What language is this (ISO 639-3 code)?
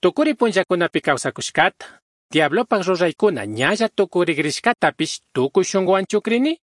qug